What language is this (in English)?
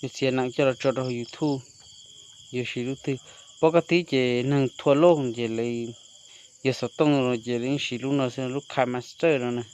Hmong